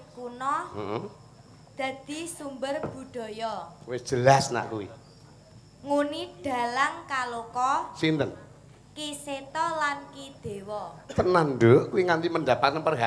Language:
Javanese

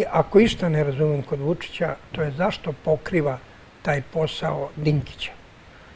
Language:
Serbian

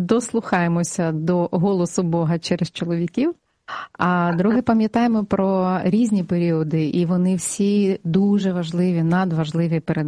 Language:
Ukrainian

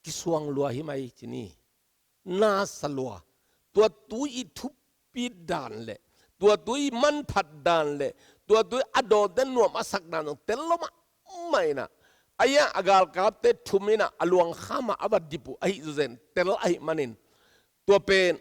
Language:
Tedim Chin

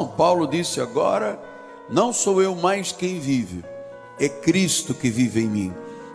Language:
Portuguese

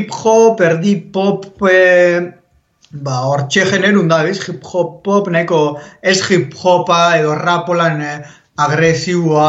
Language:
Basque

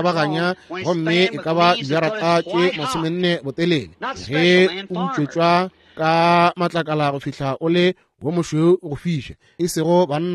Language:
Northern Sotho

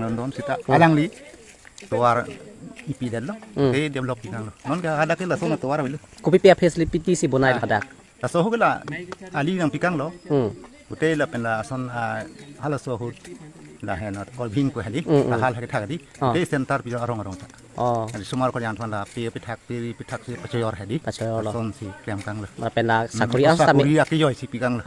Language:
Karbi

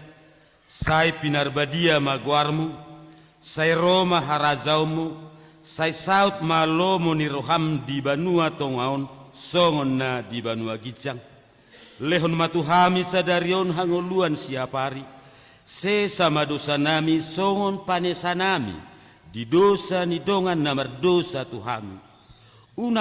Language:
Batak Toba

